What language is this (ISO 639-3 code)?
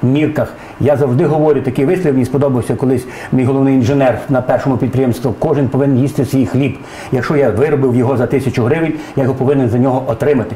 ukr